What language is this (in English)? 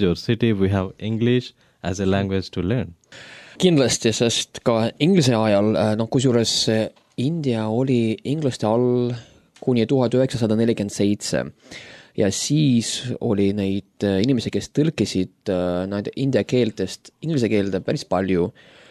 Estonian